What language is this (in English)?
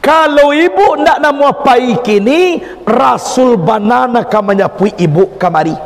Minangkabau